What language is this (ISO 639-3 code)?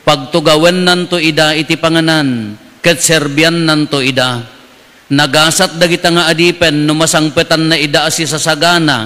ilo